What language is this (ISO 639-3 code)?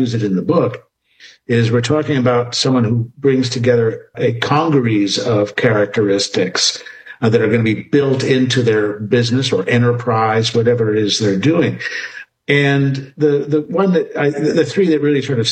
eng